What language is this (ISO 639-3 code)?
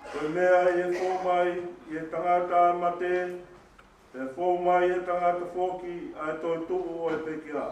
ton